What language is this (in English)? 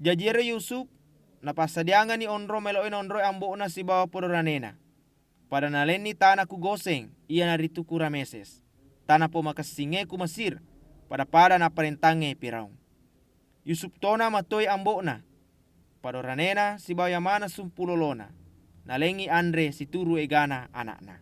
Buginese